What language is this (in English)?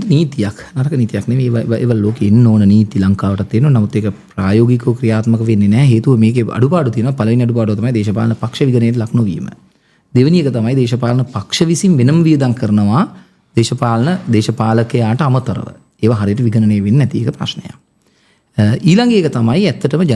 Sinhala